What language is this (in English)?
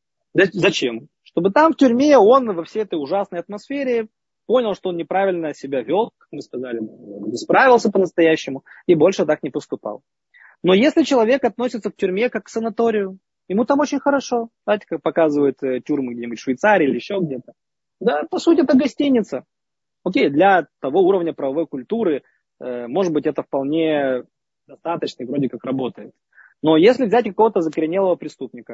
Russian